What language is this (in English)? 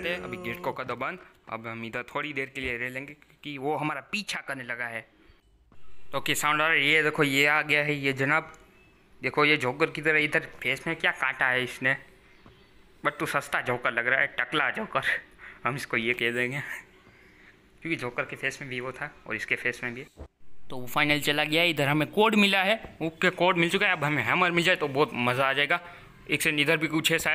Hindi